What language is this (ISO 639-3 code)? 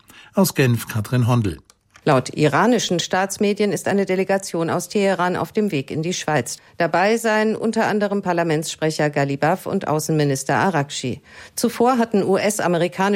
deu